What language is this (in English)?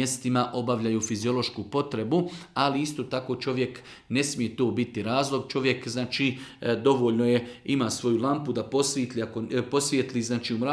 Bosnian